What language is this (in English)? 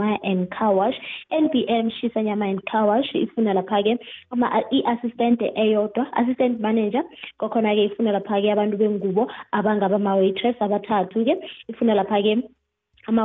South Ndebele